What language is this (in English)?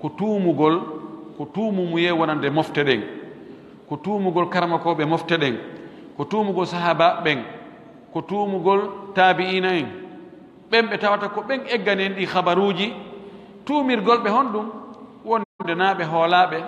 Pular